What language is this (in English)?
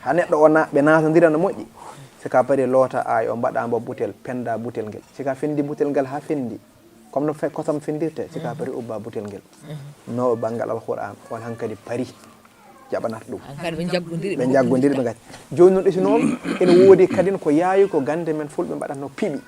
Fula